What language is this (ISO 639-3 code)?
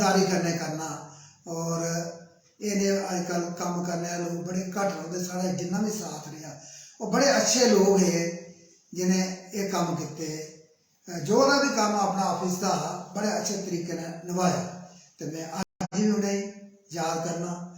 doi